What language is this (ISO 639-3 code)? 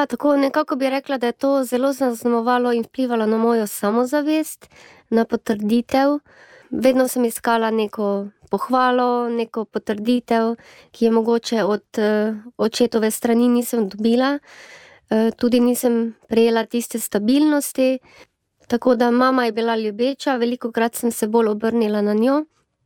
slv